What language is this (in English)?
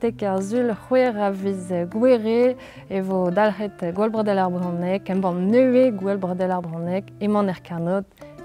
Breton